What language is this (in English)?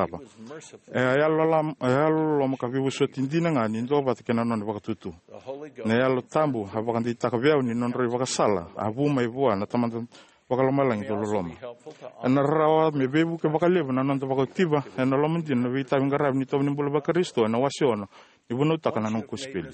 Fijian